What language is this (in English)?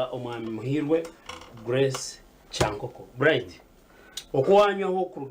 Nyankole